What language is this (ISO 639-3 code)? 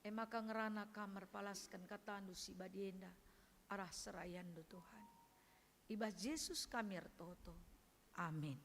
btx